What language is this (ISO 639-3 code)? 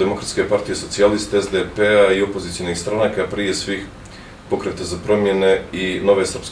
bos